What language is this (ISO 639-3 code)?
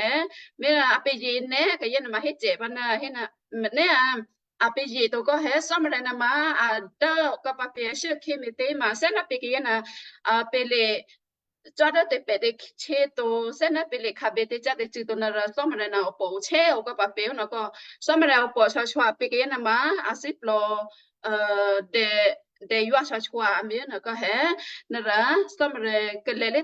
kyu